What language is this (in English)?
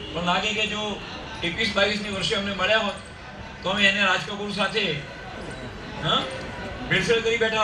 Gujarati